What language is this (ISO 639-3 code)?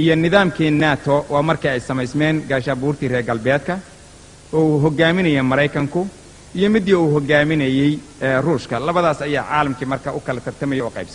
som